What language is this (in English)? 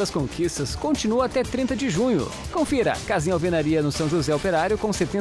Portuguese